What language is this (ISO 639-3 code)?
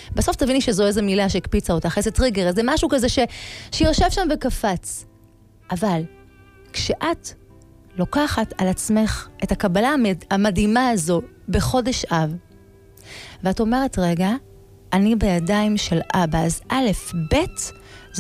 heb